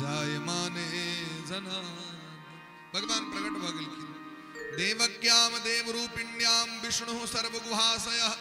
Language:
Maithili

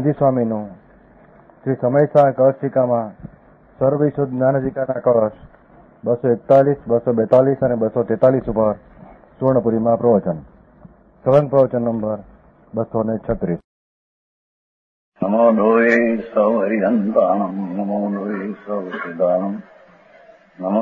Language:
Gujarati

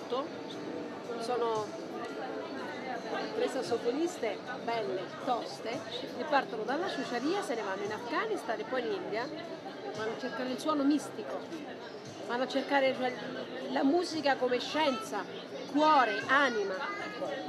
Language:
Italian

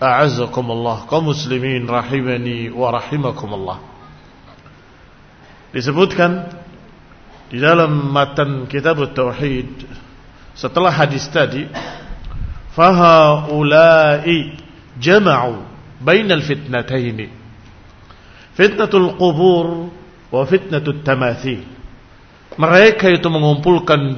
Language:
Indonesian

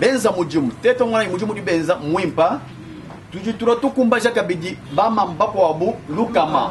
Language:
Luba-Lulua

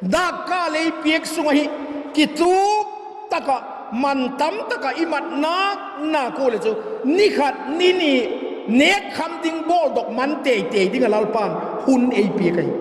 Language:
Vaiphei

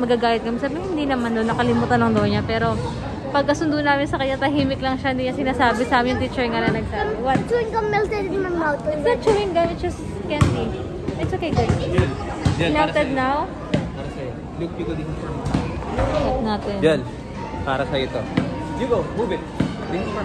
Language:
Filipino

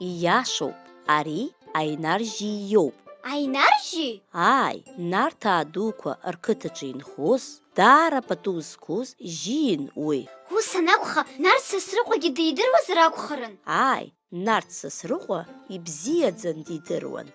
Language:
Abkhazian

